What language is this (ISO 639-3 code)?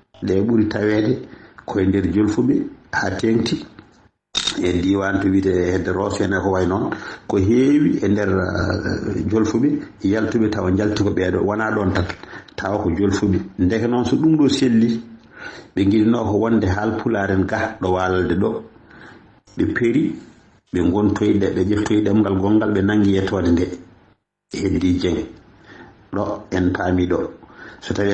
ful